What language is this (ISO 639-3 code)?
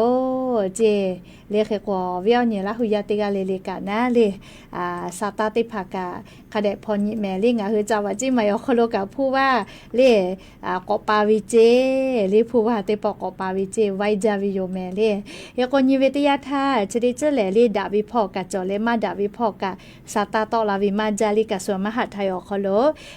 lhu